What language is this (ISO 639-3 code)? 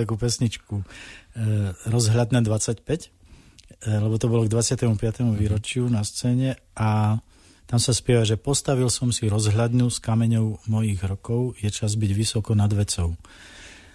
slk